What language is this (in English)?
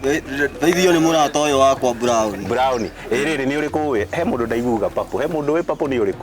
Kikuyu